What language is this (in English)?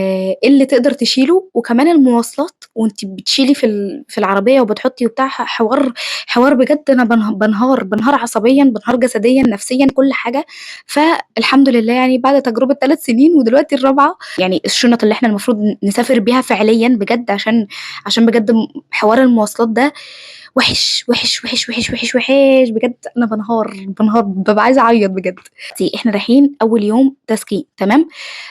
Egyptian Arabic